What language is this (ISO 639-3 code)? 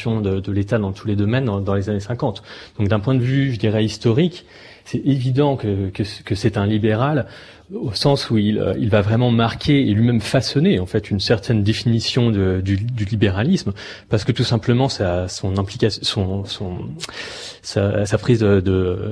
fra